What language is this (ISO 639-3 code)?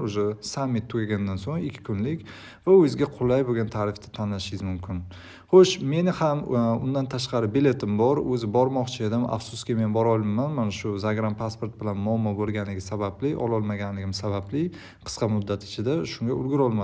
uzb